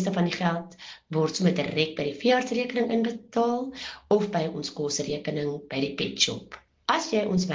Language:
Afrikaans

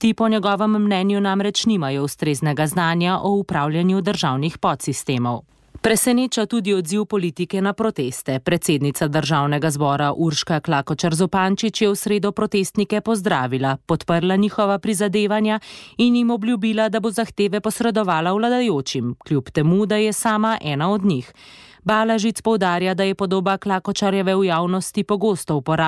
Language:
Slovenian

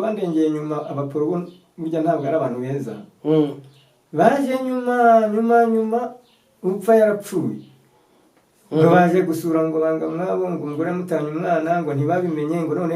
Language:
Kinyarwanda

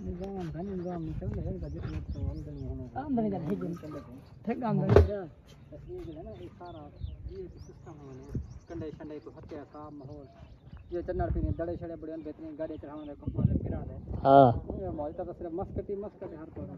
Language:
Saraiki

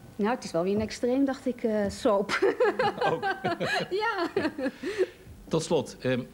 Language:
Dutch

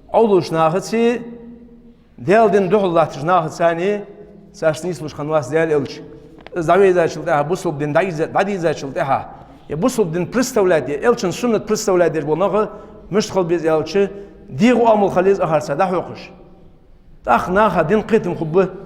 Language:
Ingush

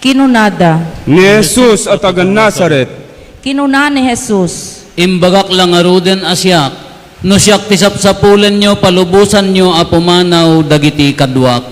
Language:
Iloko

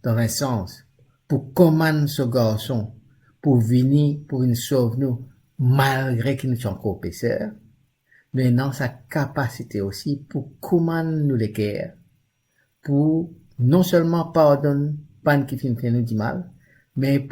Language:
Morisyen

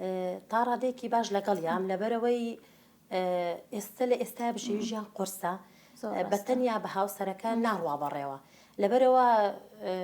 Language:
Central Kurdish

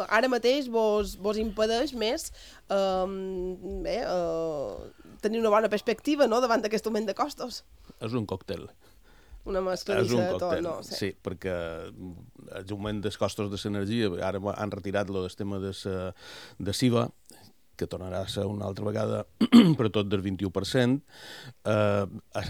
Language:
Catalan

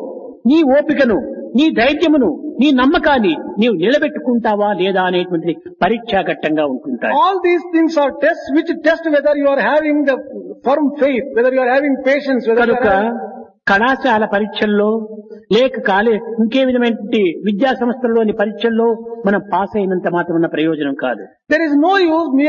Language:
Telugu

